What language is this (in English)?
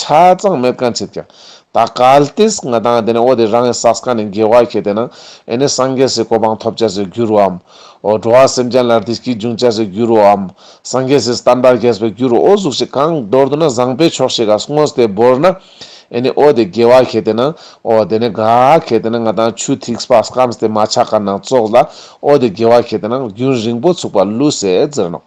Ladakhi